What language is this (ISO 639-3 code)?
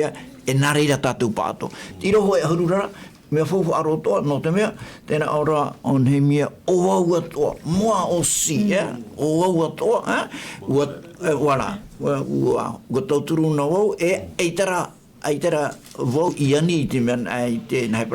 tah